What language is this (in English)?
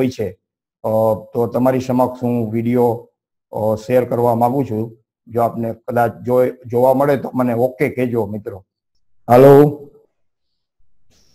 Gujarati